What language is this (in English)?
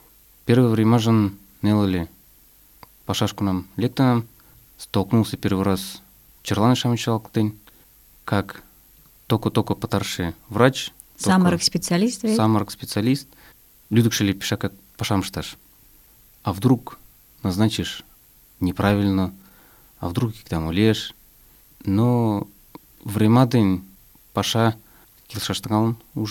Mari